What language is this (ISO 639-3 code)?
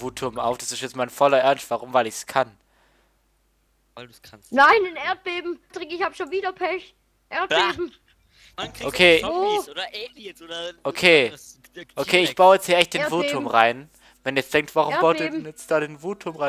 deu